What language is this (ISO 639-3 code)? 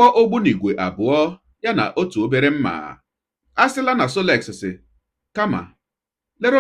ibo